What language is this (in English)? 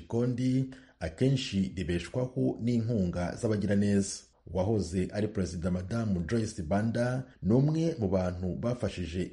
Kinyarwanda